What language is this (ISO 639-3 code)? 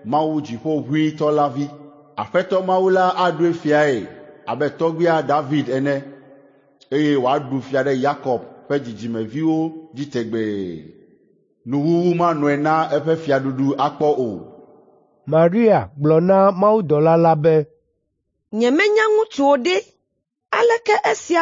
ewe